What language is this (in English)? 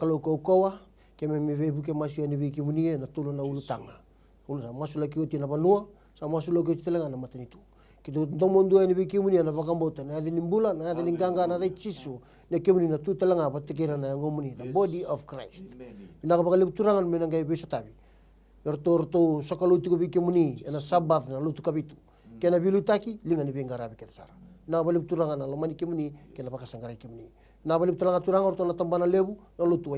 Fijian